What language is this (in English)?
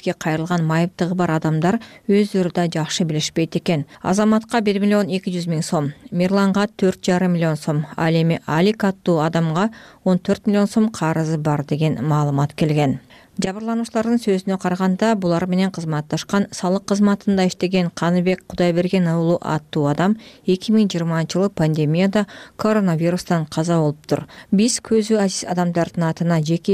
Kyrgyz